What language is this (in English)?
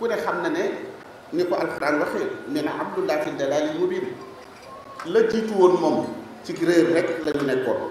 Wolof